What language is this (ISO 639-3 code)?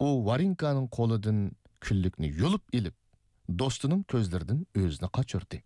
uig